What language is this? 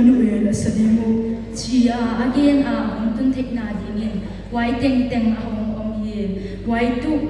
Paite Chin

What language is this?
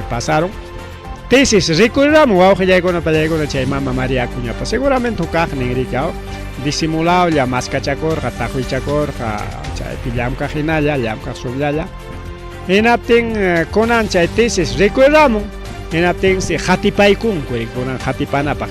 Ayacucho Quechua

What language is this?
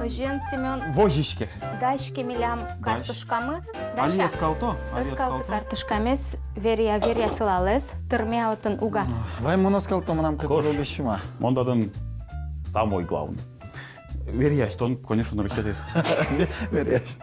Udmurt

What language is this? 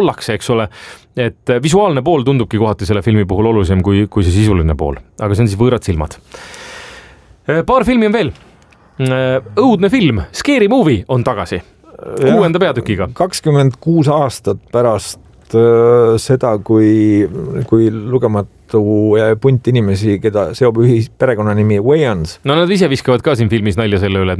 Estonian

